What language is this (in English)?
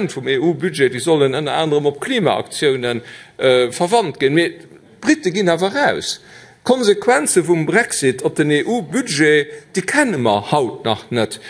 Luxembourgish